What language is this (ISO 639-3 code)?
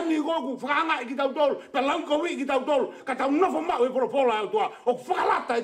ton